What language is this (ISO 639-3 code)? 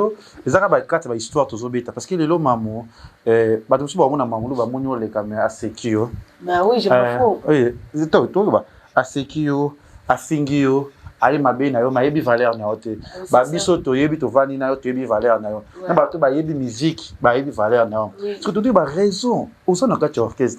lin